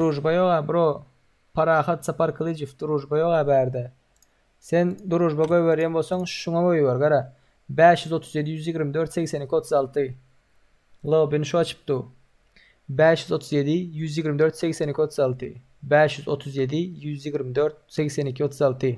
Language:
Turkmen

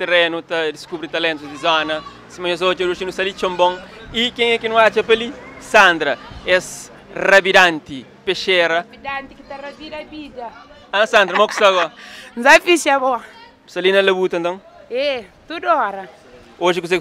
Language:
Kabuverdianu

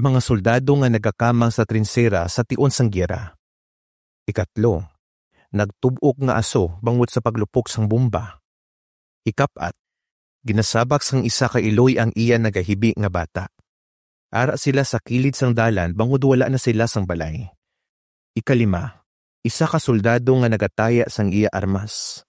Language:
Hiligaynon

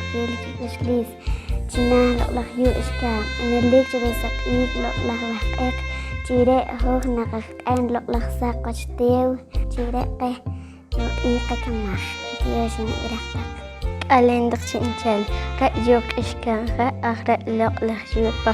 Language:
Poqomchi'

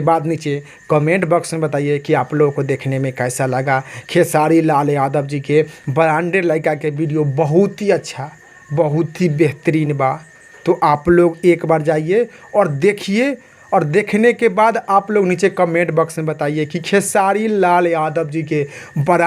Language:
Bhojpuri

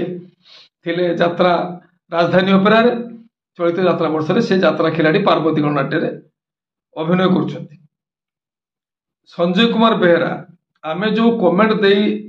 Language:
Odia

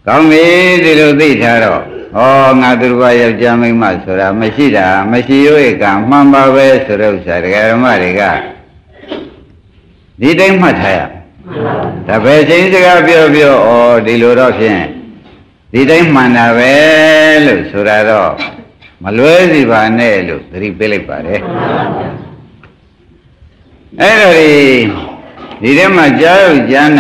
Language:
Burmese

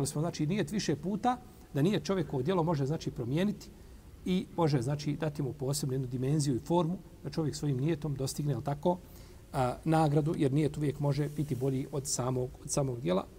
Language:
Bosnian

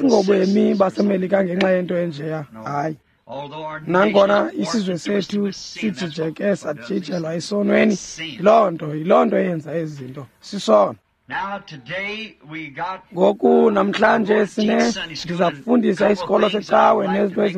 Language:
Xhosa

